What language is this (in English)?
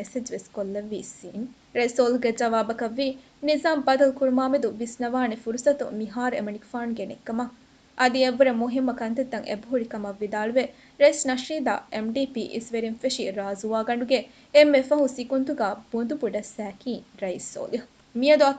Divehi